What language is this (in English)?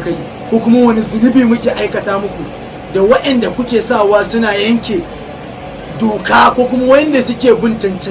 Hausa